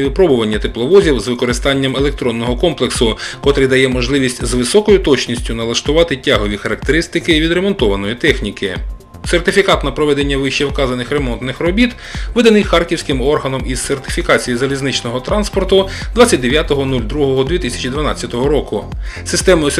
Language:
Ukrainian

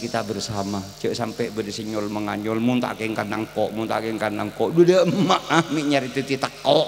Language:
Madurese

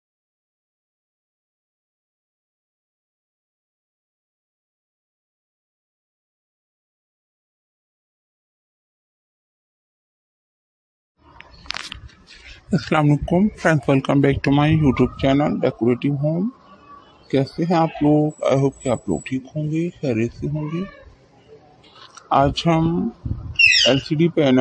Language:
Urdu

